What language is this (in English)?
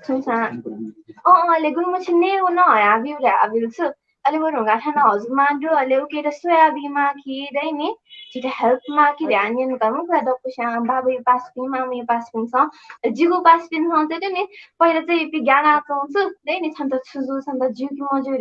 Newari